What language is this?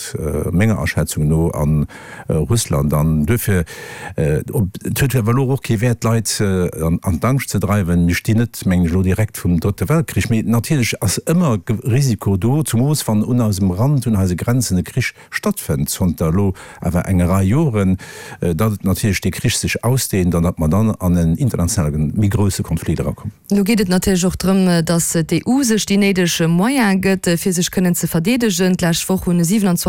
Luxembourgish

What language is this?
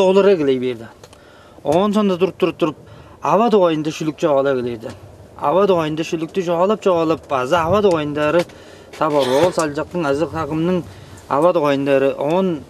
Tuvinian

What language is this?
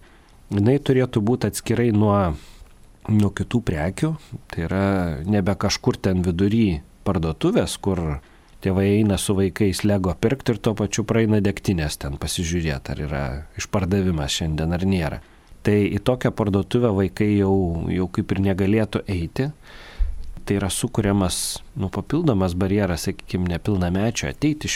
Lithuanian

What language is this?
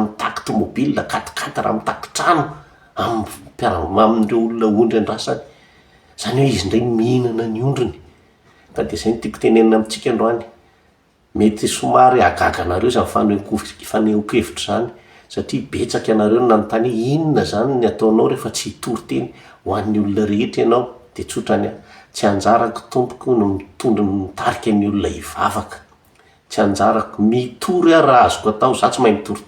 Malagasy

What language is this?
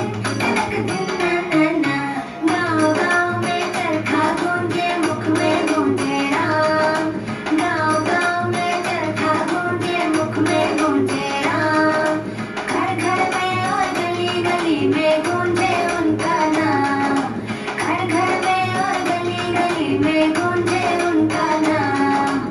Hindi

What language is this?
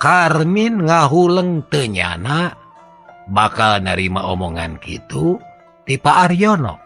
Sundanese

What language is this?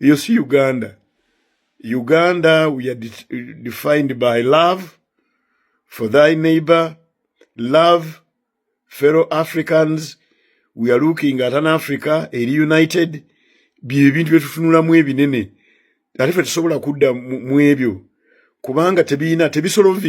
Ganda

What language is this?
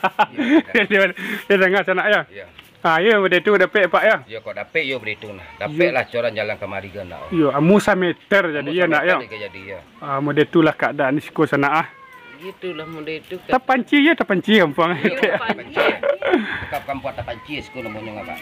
Minangkabau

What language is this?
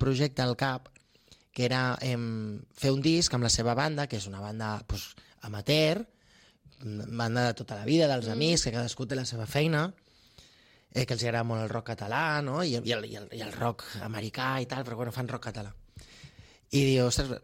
Catalan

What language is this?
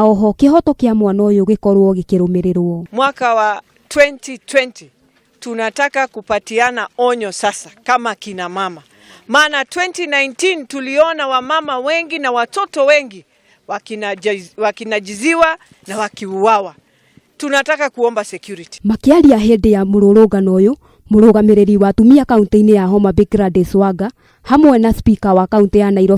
Kikuyu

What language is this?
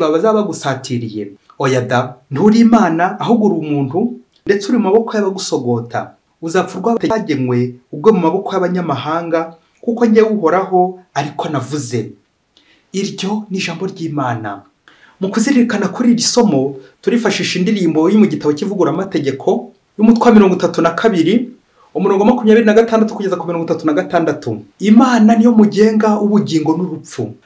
Kinyarwanda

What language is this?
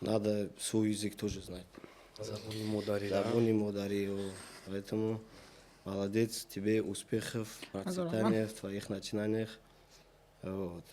Tajik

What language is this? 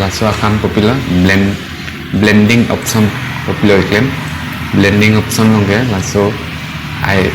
Karbi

